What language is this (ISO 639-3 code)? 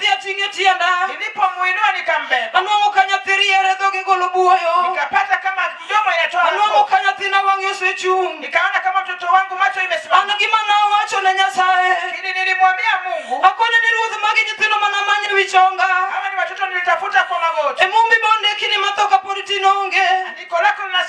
luo